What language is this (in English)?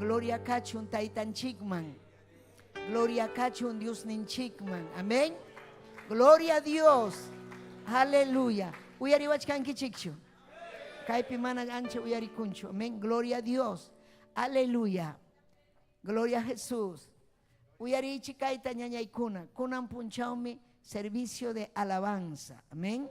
Ayacucho Quechua